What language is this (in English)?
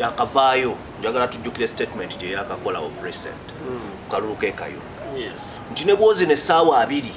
Ganda